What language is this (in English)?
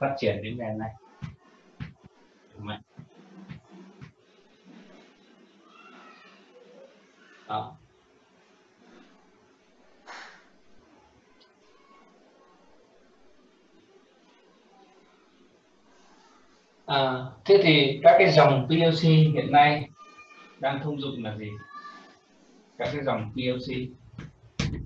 Vietnamese